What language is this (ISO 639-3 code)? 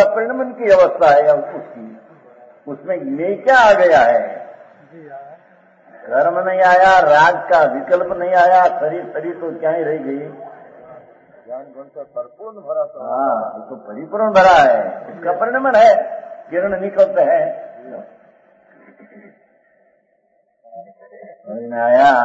hin